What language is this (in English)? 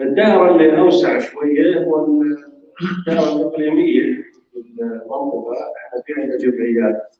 North Levantine Arabic